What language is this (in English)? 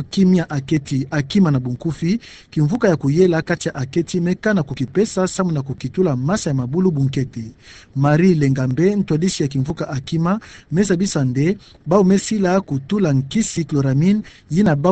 Kituba (Democratic Republic of Congo)